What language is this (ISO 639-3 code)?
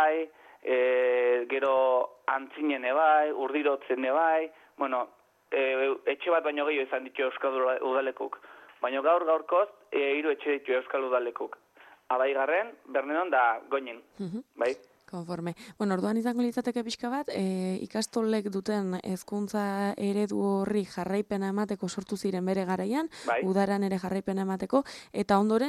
eus